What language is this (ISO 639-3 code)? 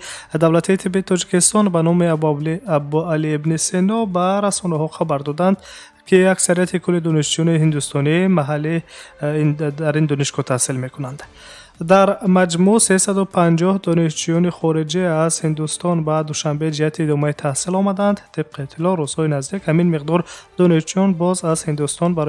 tgk